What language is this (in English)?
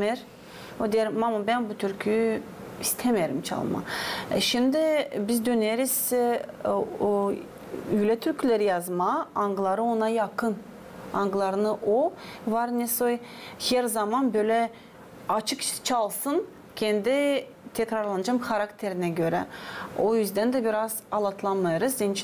Gagauz